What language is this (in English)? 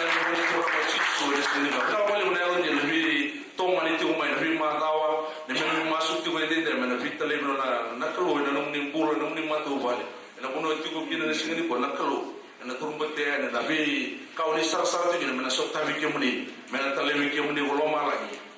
Fijian